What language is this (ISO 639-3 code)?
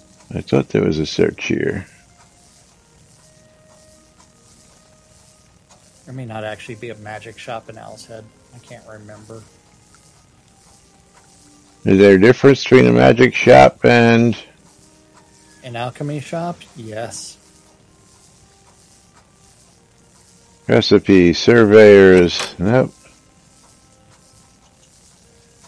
eng